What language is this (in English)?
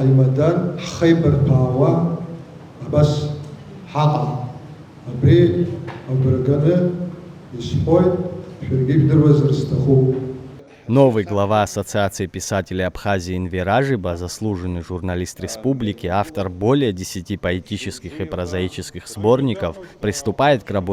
Abkhazian